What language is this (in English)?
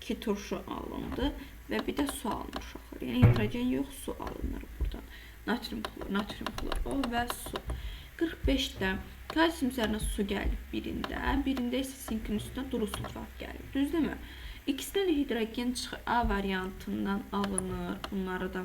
Azerbaijani